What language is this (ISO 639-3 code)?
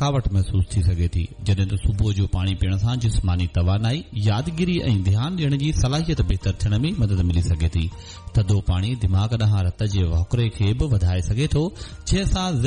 snd